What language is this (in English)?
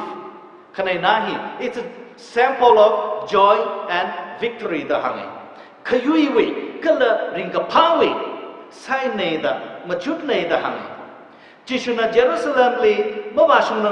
Tangkhul Naga (India)